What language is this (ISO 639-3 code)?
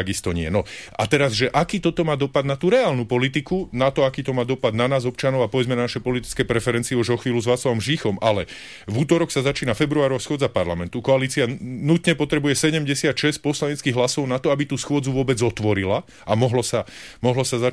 slk